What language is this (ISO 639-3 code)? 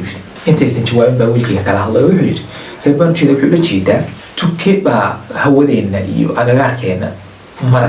som